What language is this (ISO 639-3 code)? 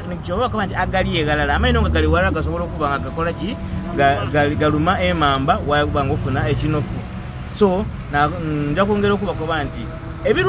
xog